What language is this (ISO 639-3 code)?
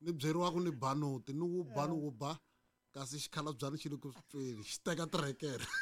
tso